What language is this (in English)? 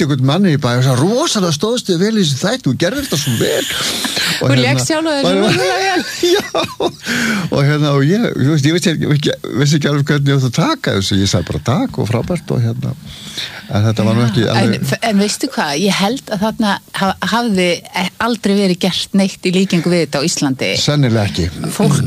Icelandic